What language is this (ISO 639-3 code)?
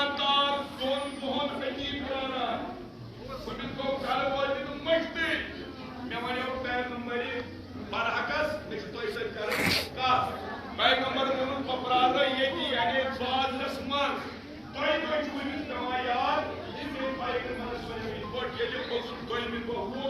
kas